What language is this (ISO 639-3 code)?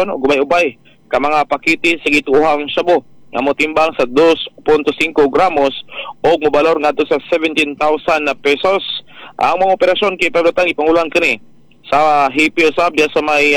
ceb